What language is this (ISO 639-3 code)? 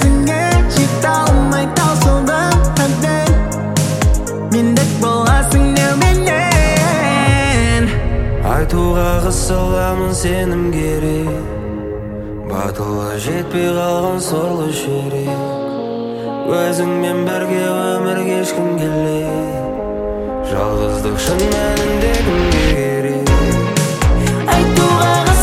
kaz